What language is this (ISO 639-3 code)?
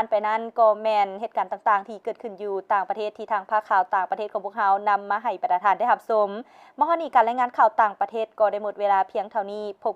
lao